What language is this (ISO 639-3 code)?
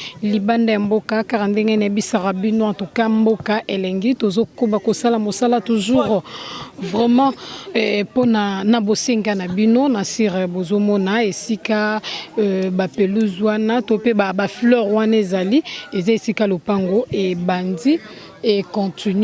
lin